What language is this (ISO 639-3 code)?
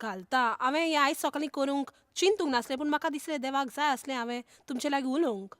kok